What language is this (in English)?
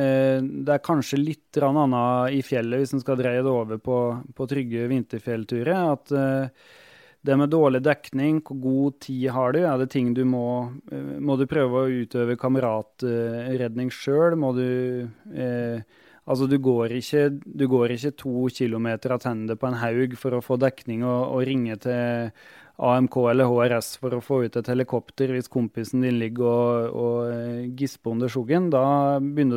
Norwegian